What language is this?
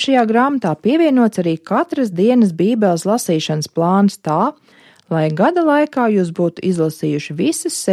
Latvian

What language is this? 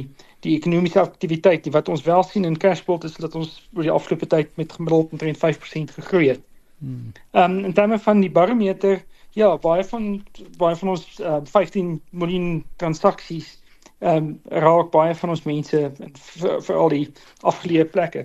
Afrikaans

